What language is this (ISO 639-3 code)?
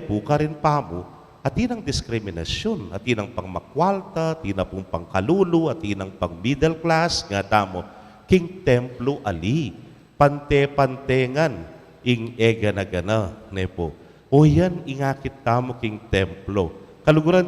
pam